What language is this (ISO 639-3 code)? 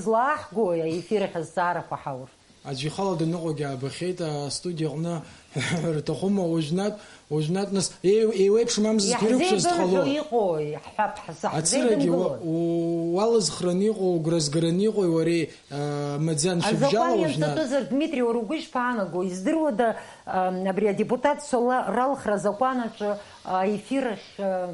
abk